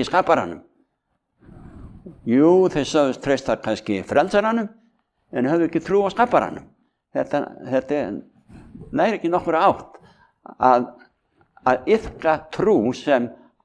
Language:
Icelandic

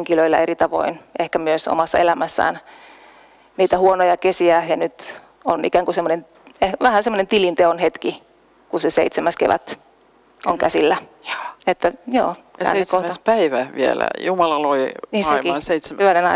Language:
Finnish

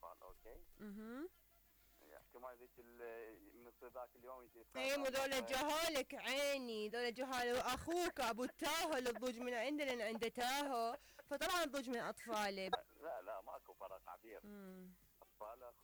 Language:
Mesopotamian Arabic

